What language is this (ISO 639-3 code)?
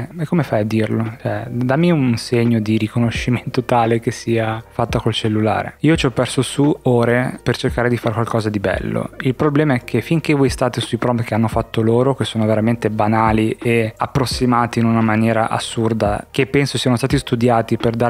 ita